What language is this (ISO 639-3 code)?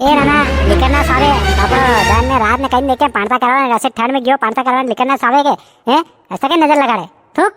raj